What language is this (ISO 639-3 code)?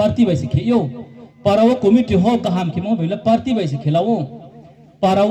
ria